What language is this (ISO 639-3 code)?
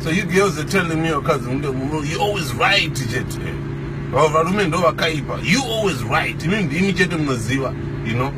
sna